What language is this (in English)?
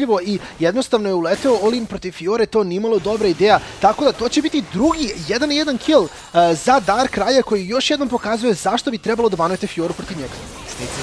Serbian